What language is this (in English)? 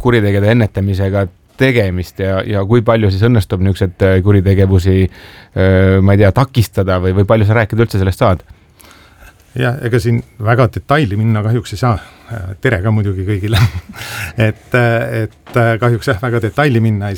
Estonian